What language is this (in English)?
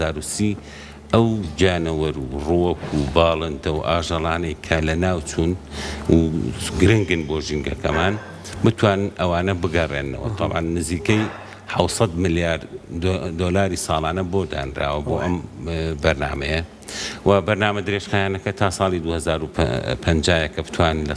Central Kurdish